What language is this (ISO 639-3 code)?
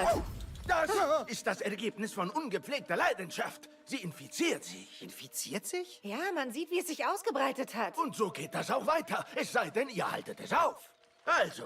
gsw